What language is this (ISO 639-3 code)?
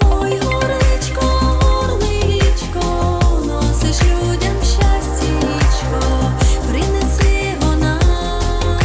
rue